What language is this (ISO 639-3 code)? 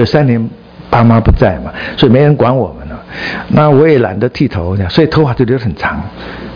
zho